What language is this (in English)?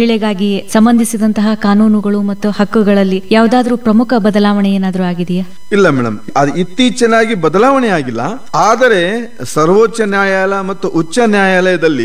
Kannada